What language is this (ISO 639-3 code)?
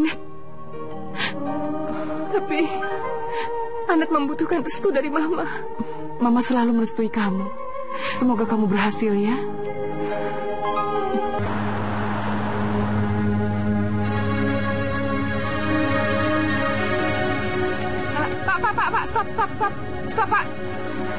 ind